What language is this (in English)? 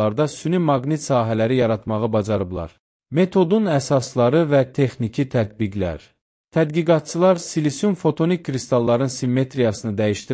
Azerbaijani